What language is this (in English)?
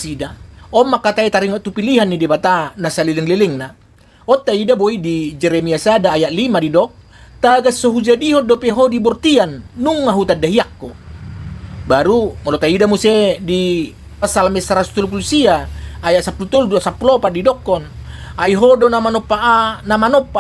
Batak Toba